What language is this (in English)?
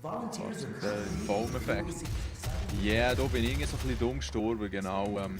Swiss German